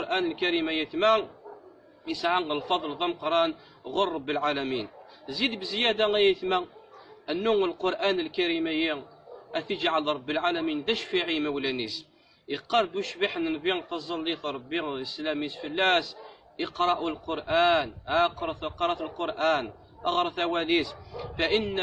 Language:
Kabyle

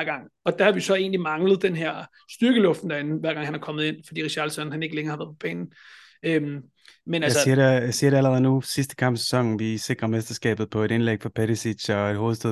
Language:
Danish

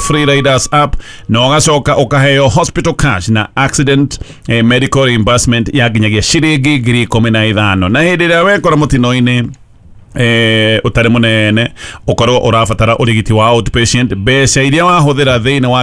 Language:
Kikuyu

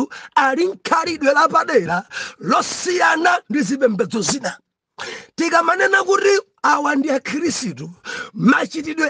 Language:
Nyanja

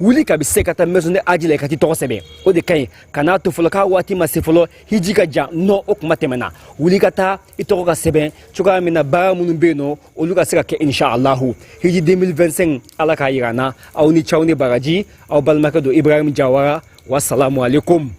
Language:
Bambara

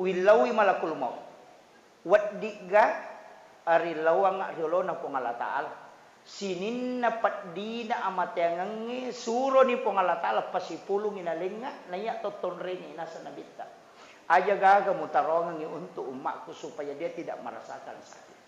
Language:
Buginese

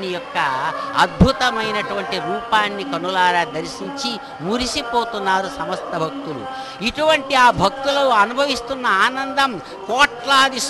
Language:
Telugu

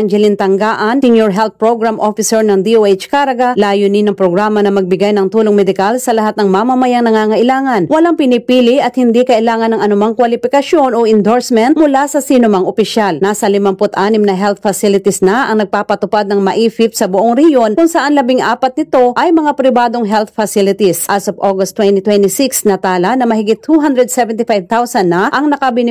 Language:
Filipino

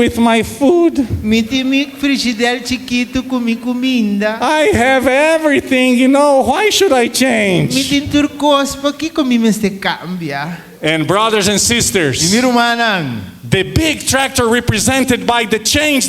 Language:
Papiamento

